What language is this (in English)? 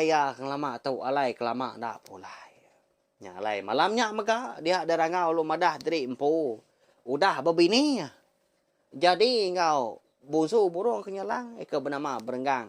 Iban